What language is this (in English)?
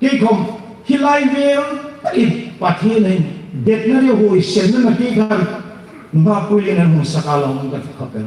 Hmar